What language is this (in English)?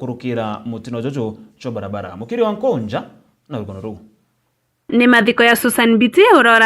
Meru